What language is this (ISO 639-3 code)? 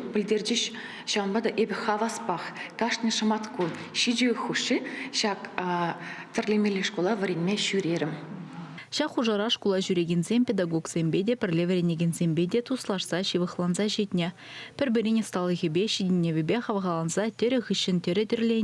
chv